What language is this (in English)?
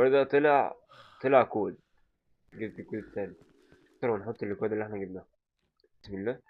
Egyptian Arabic